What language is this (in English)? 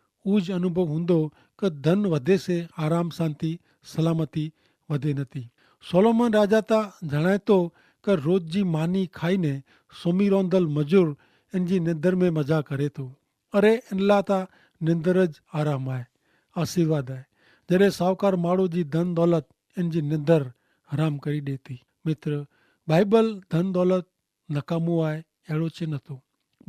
Kachhi